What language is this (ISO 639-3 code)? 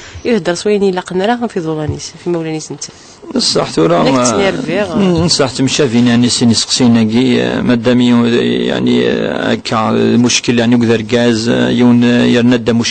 kab